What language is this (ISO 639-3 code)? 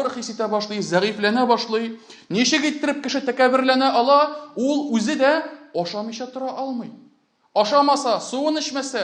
tat